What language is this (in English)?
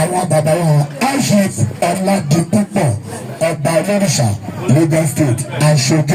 Yoruba